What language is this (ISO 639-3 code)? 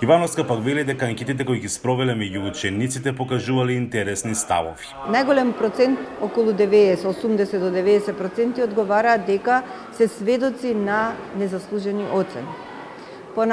mkd